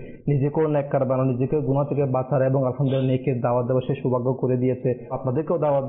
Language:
Bangla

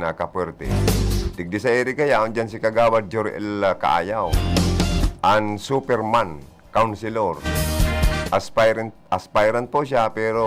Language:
Bikol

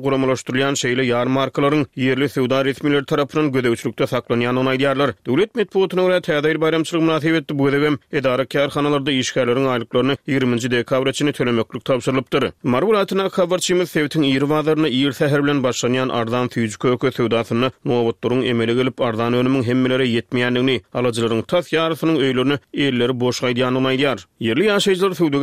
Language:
Turkmen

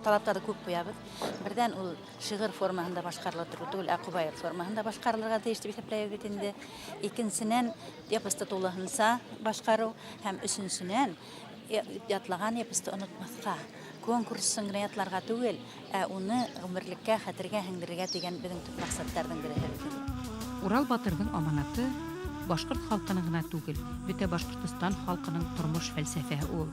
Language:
Bashkir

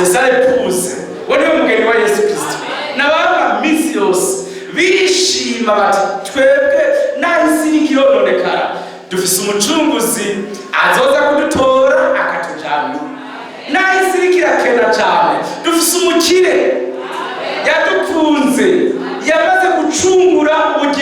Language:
Rundi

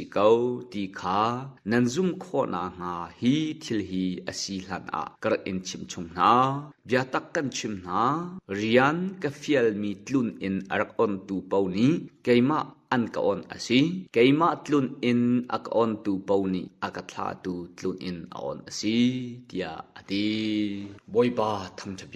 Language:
Hakha Chin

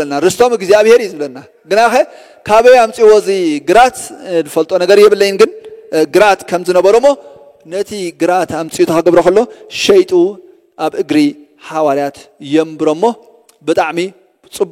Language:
Tigrinya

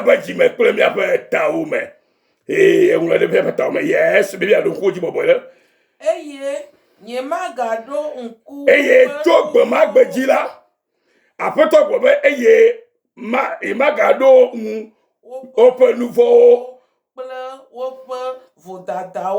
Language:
Ewe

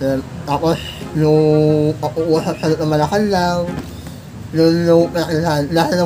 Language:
Filipino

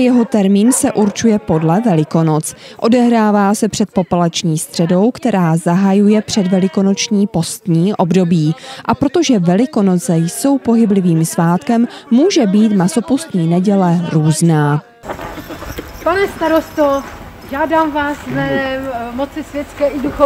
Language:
Czech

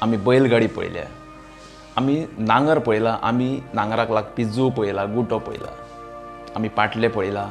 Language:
Konkani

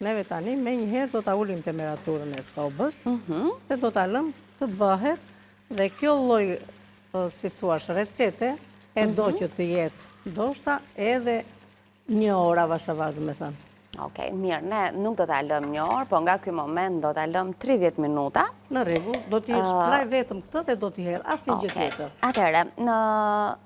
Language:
Albanian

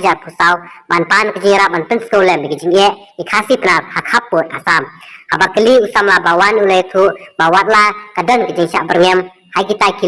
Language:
Khasi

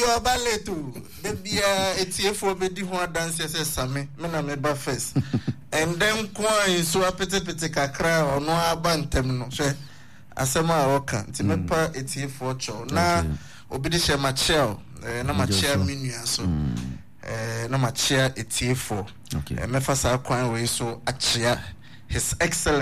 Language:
Akan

